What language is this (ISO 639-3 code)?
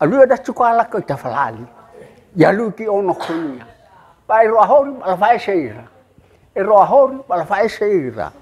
nia